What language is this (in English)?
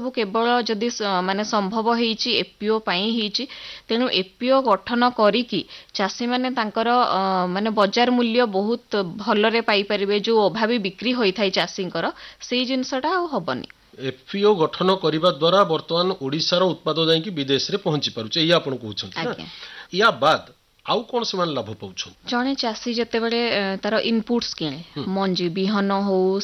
Odia